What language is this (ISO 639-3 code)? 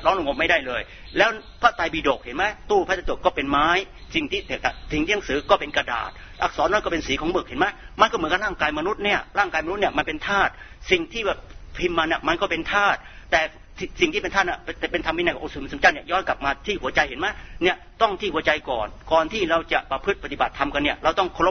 tha